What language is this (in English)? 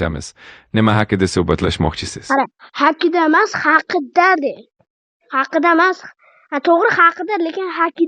Uzbek